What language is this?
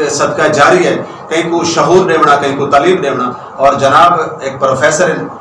Saraiki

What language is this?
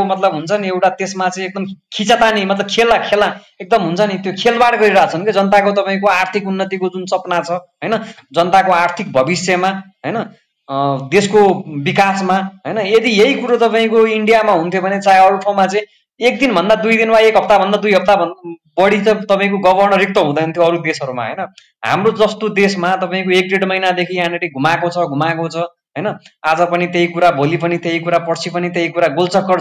Nepali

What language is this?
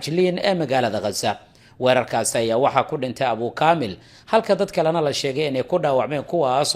Somali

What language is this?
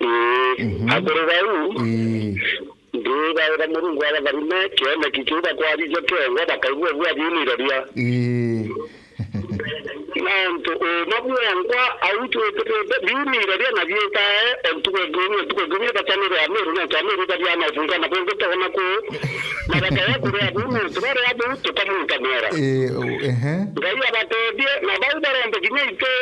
Meru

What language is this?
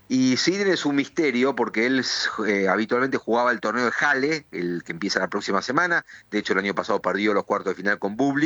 Spanish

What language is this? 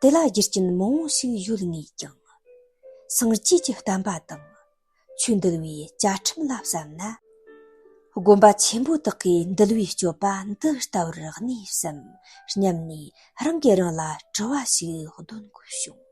Tibetan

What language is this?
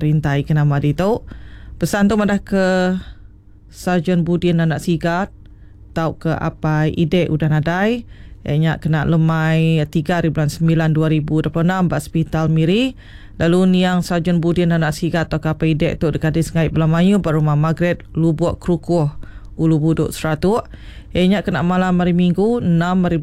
Iban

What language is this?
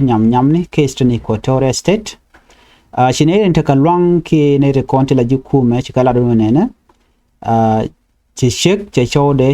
Nuer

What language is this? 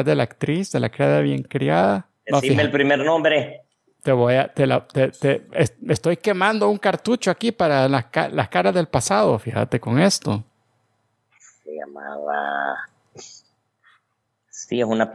Spanish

